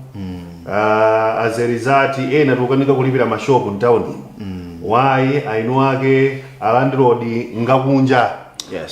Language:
Nyanja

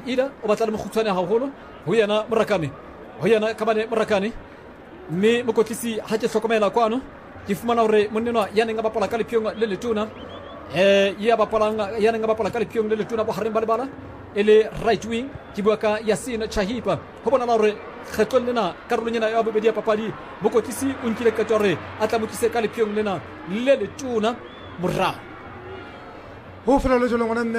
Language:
Southern Sotho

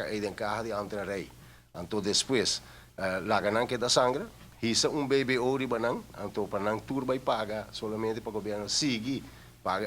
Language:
Papiamento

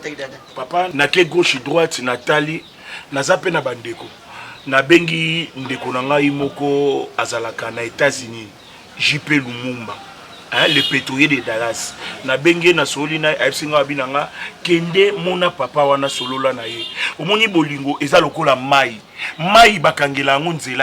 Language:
Lingala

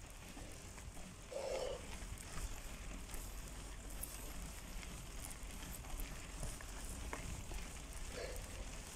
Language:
Filipino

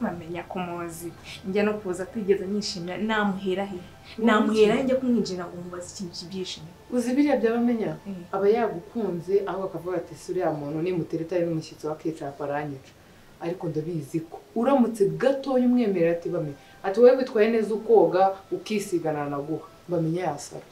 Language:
Kinyarwanda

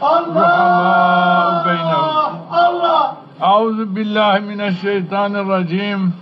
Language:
Zaza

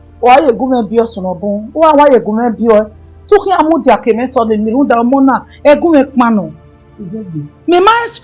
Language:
Bini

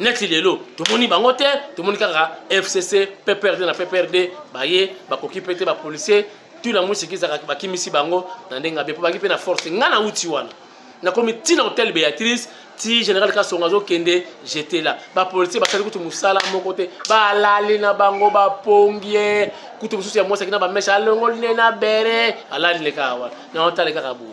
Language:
Lingala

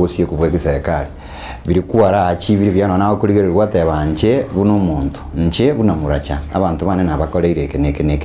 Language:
Gusii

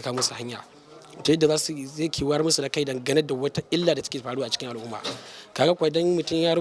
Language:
Hausa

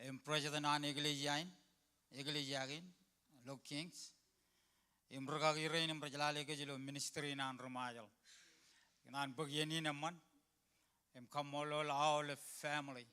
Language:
Marshallese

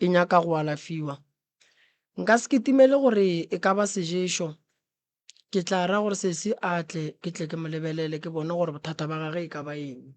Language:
Northern Sotho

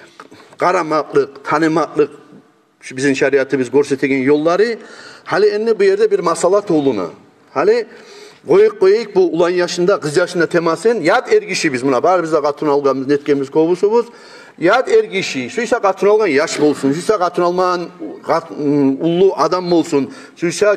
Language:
Kumyk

